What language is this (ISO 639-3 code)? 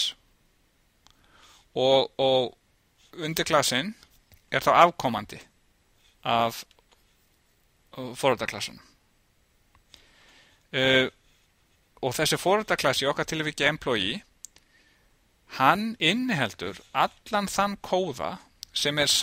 isl